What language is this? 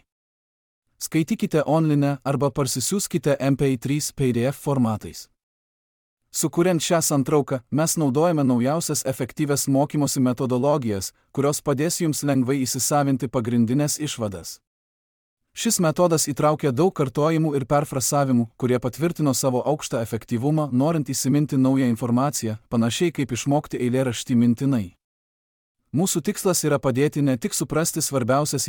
Lithuanian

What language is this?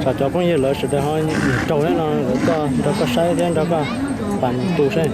Hmong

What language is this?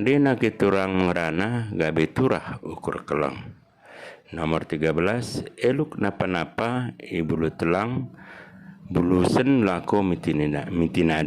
Batak Dairi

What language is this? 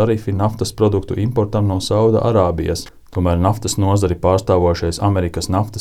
Latvian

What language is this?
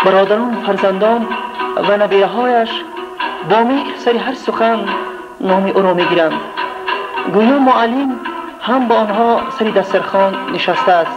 Tajik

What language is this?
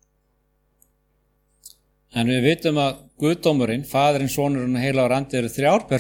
Icelandic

